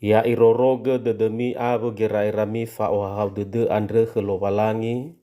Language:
Nias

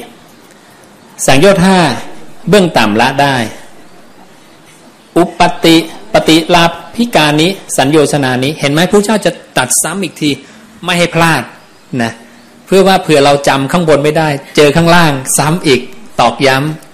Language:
Thai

